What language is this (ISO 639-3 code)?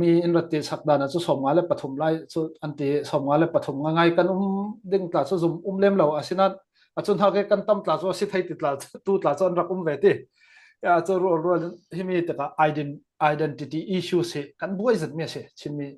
cfm